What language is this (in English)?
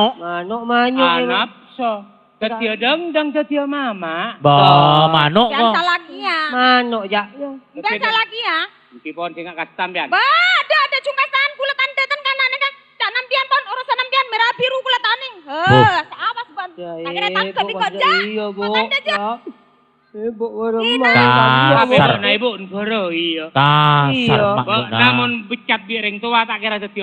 Madurese